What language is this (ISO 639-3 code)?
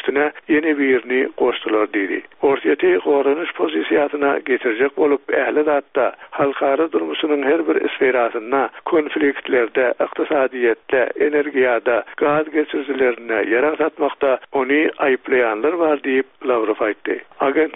tuk